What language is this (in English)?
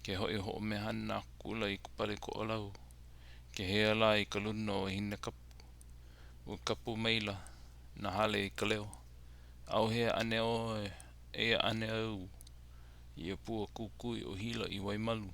Hawaiian